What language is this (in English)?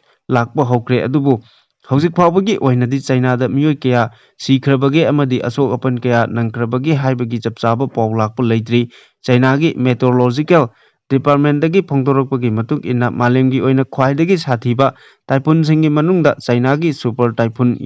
Manipuri